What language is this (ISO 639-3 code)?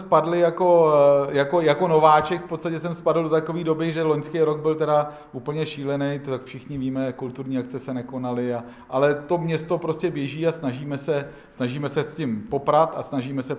ces